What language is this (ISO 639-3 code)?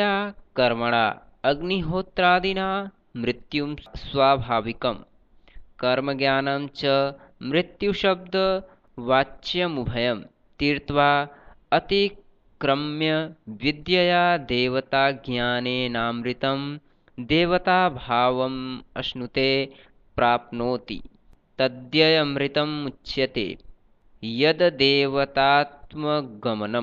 san